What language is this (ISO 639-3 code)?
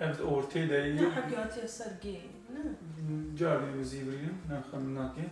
kur